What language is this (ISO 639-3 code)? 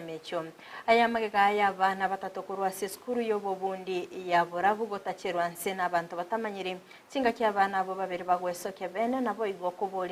guz